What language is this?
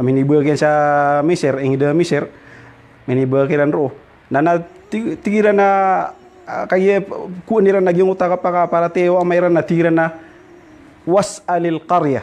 Maranao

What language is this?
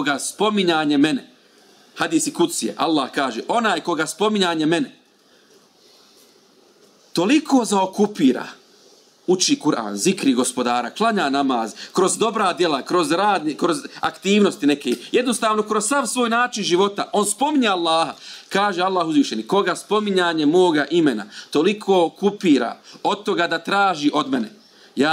Bosnian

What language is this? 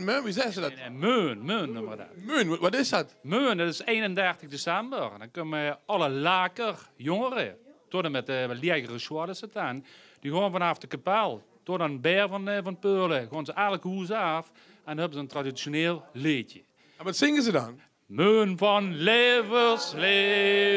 Limburgish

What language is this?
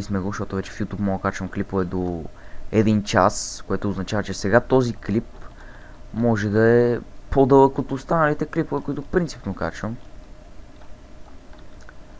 Bulgarian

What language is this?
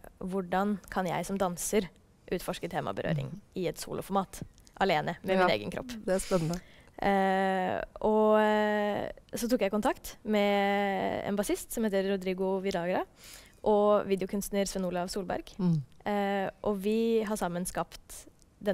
Norwegian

